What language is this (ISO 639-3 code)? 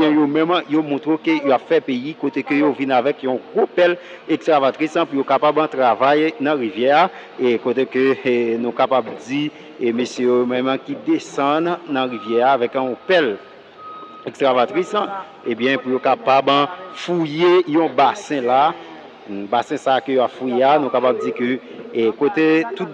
hat